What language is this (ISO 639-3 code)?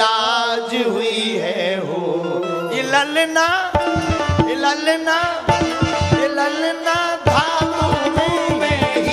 bho